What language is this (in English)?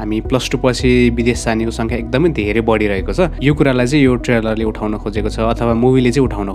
Nepali